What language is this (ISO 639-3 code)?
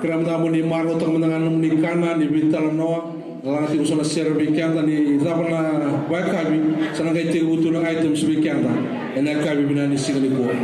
fij